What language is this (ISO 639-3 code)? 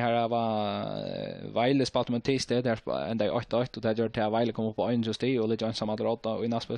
fao